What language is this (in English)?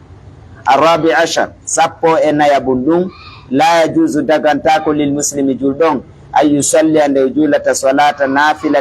Fula